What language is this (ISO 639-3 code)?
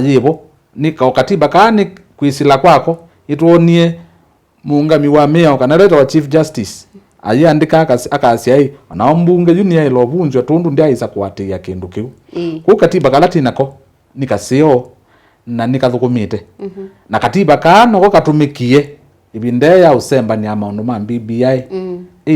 kam